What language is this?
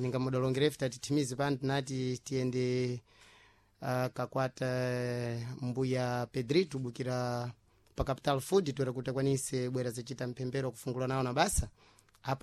Sena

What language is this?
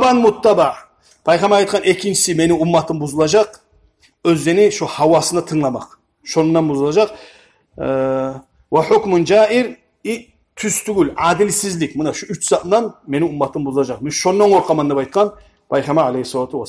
Kumyk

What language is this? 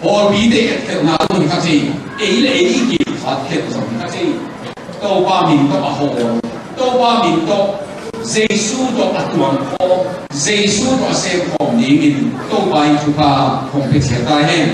Tedim Chin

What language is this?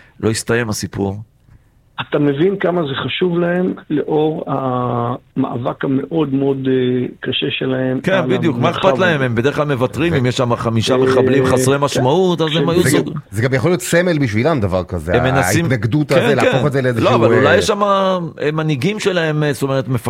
Hebrew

